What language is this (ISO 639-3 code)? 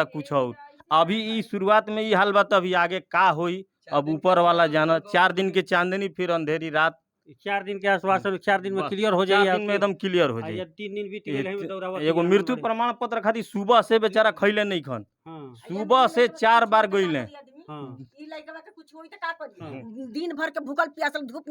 bho